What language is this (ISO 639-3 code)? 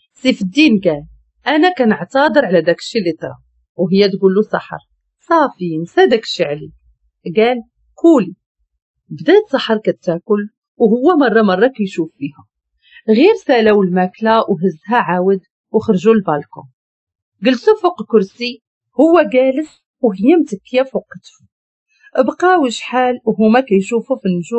ary